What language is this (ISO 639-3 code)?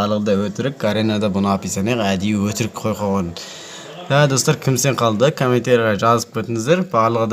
kaz